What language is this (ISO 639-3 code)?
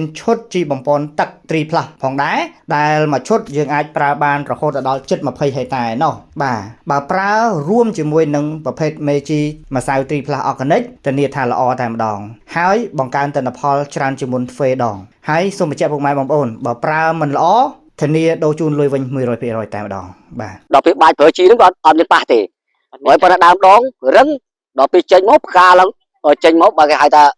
khm